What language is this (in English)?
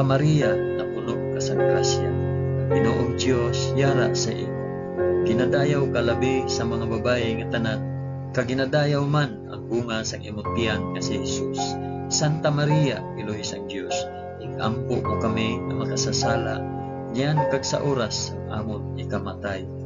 Hiligaynon